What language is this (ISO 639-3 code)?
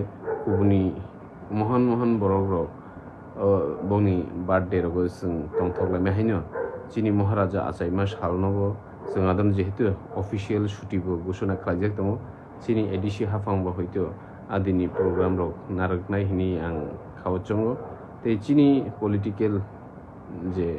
trp